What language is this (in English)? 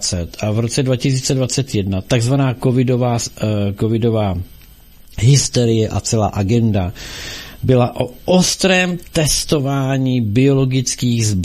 Czech